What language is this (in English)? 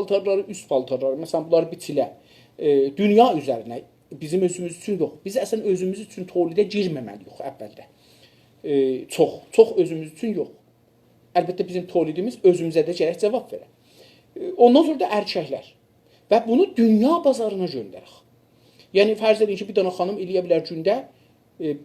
South Azerbaijani